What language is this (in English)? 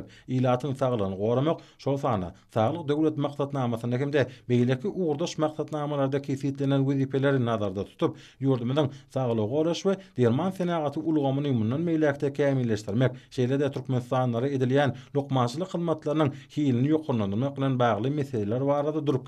Turkmen